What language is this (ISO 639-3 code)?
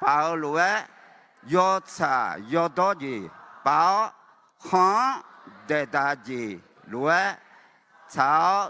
ahk